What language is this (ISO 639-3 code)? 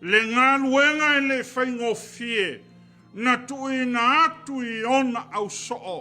smo